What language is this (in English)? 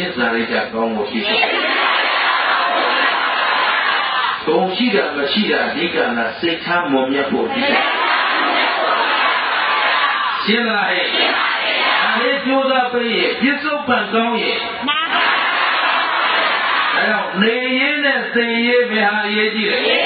Burmese